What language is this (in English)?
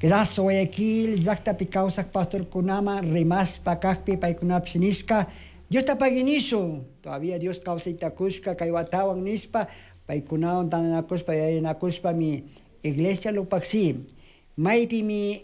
Chimborazo Highland Quichua